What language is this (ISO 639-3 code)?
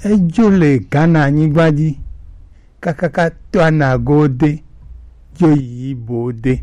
gej